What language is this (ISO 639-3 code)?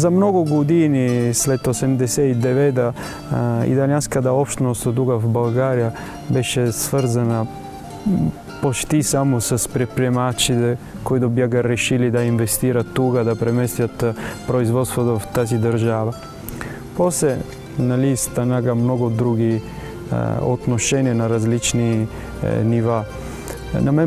bul